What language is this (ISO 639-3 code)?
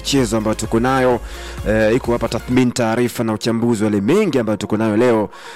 swa